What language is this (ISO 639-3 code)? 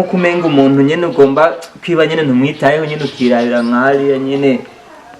run